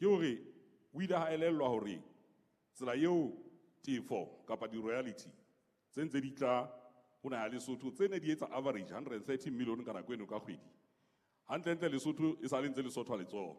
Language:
Southern Sotho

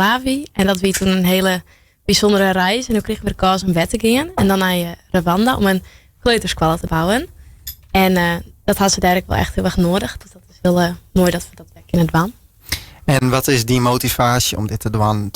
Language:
Western Frisian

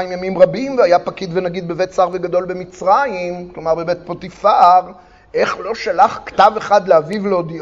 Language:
Hebrew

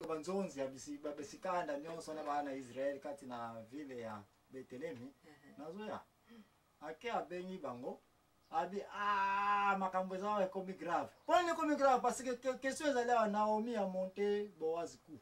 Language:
Lingala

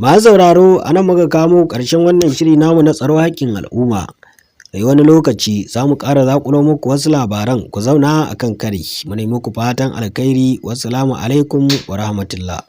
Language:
Hausa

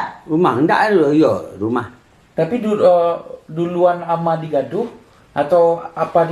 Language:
Minangkabau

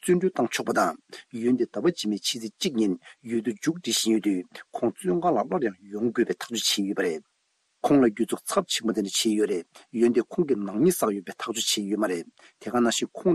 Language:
Tibetan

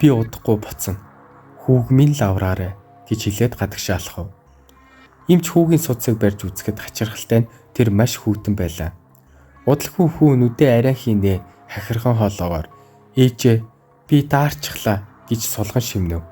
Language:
Mongolian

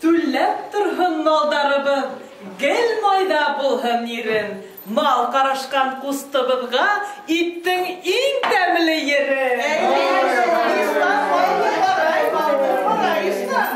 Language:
Bashkir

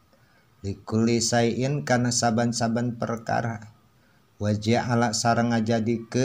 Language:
Sundanese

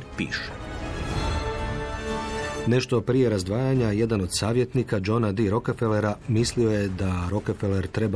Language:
Croatian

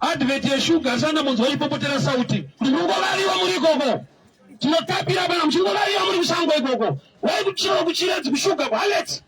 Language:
Shona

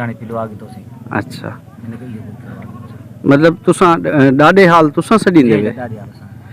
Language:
Saraiki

